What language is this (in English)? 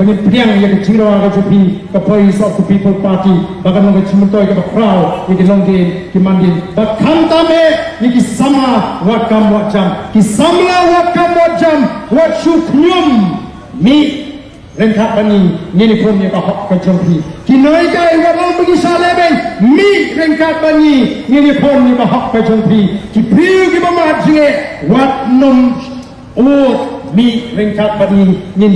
Khasi